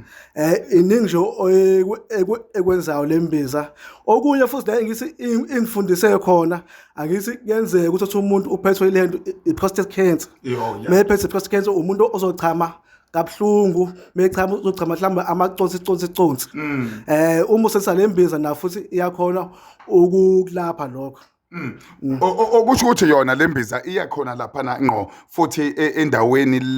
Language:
Zulu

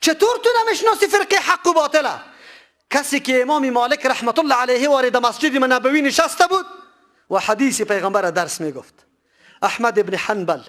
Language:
Persian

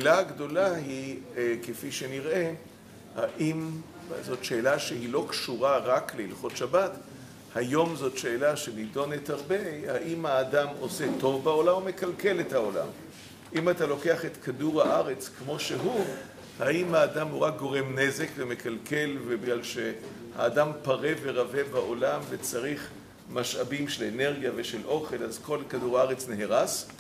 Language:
Hebrew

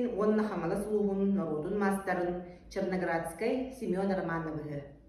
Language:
Yakut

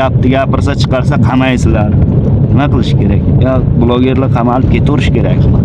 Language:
Uzbek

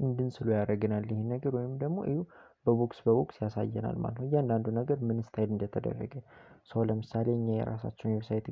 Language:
Amharic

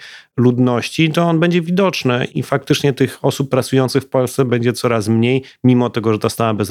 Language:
Polish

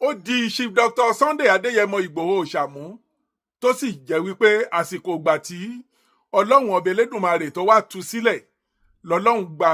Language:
Yoruba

